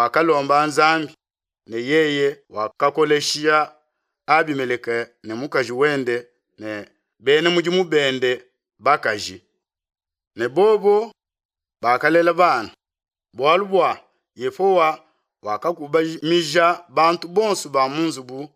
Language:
Luba-Lulua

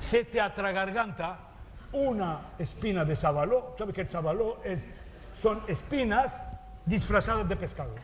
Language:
Ladino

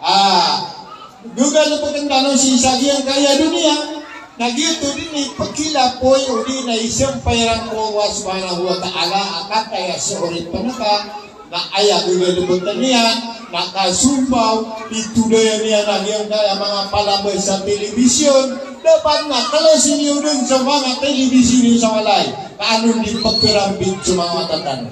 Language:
Maranao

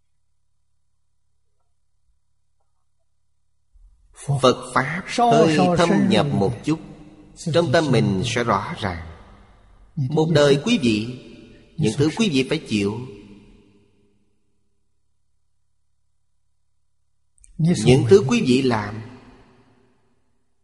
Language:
Vietnamese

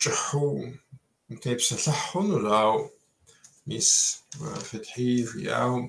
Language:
Kabardian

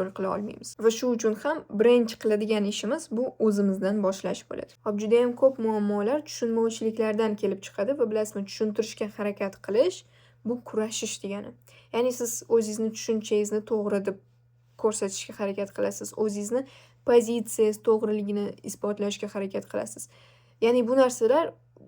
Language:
Uzbek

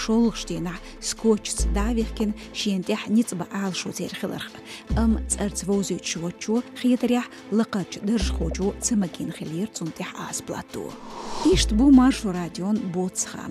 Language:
Chechen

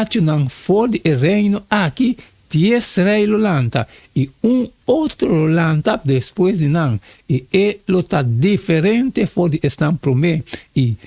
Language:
Papiamento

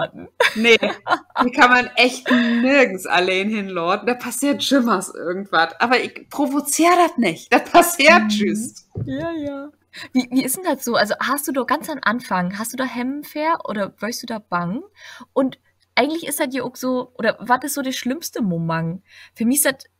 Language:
Low German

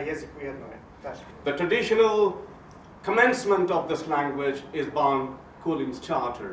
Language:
Bosnian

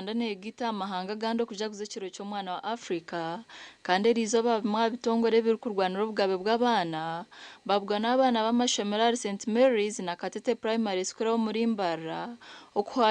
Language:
Nyankole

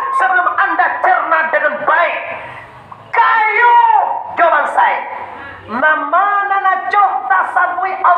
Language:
Minangkabau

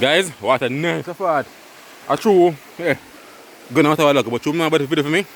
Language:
Jamaican Creole English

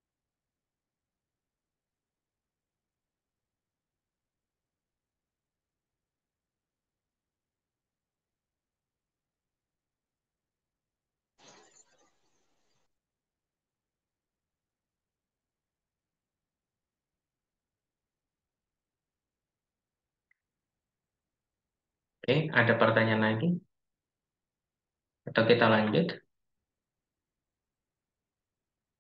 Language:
Indonesian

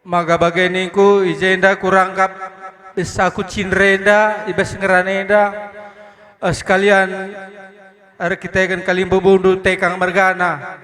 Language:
Batak Karo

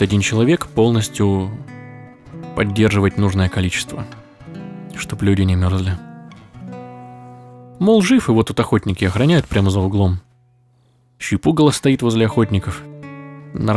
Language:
Russian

